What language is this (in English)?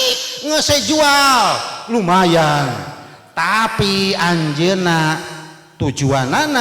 Sundanese